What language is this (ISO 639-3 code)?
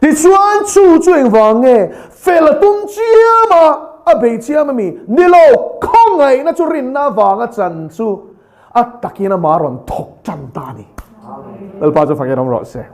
lus